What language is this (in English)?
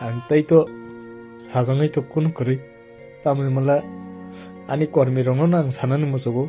Kok Borok